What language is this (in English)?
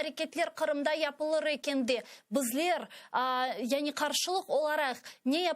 Crimean Tatar